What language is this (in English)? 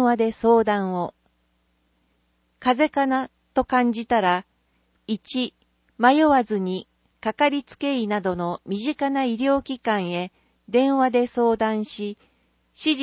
Japanese